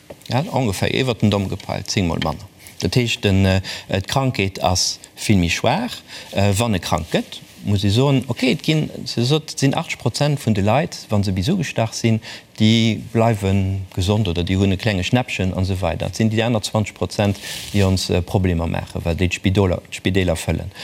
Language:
Luxembourgish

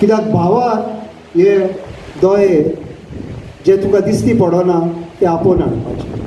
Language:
Konkani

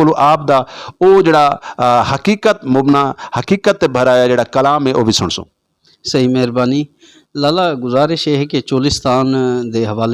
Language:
Saraiki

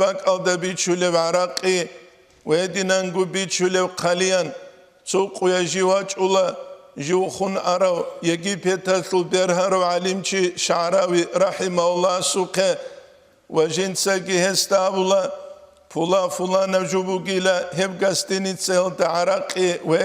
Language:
Avaric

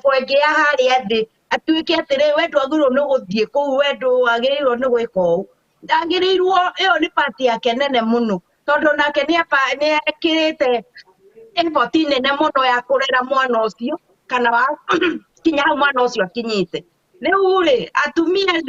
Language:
Kikuyu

